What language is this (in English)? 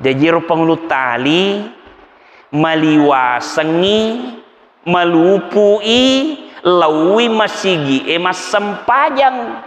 Buginese